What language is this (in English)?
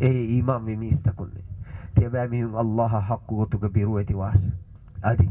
Divehi